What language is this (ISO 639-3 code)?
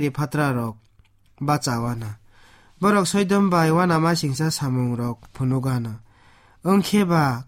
trp